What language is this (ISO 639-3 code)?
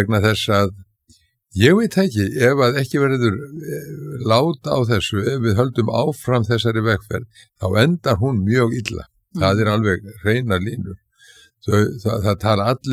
isl